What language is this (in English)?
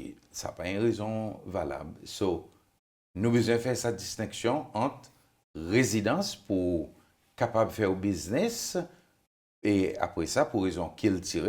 Seselwa Creole French